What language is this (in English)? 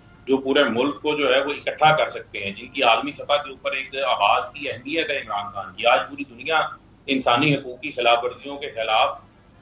Urdu